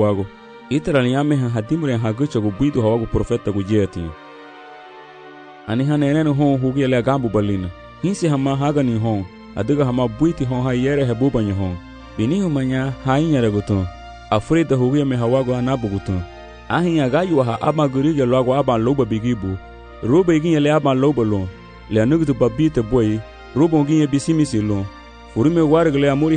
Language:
Garifuna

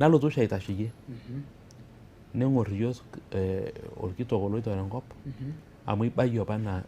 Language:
Masai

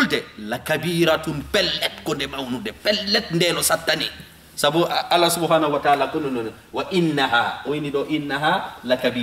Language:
Fula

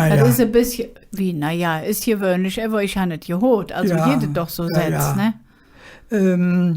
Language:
Colognian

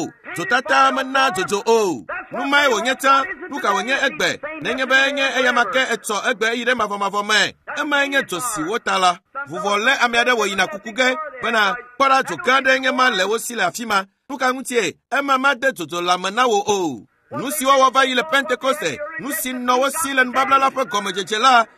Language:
Ewe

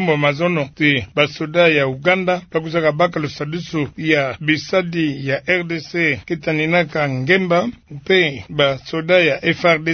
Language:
Kituba (Democratic Republic of Congo)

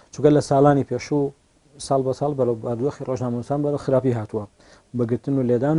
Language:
Central Kurdish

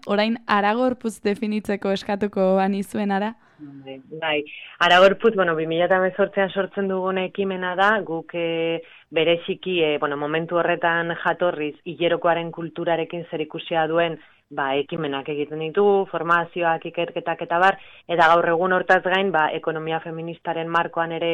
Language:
Basque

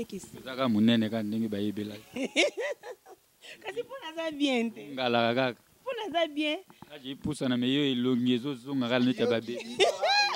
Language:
Lingala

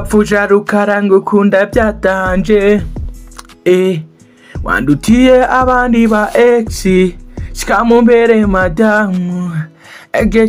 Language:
Kinyarwanda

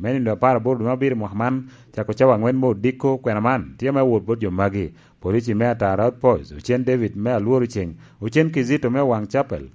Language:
Lango (Uganda)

